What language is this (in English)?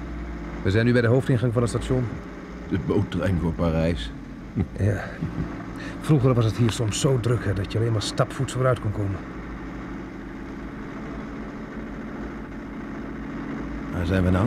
Dutch